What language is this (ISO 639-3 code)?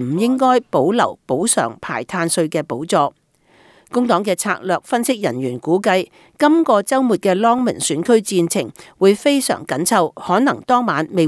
yue